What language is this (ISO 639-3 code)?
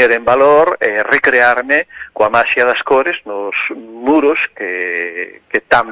glg